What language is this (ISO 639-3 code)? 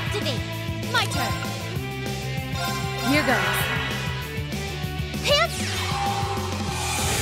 eng